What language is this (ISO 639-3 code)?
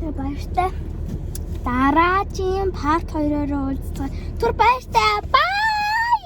mon